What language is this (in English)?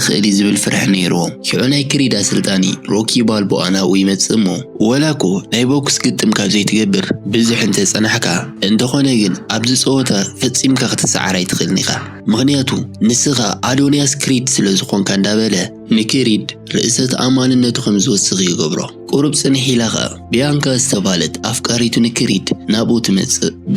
Tigrinya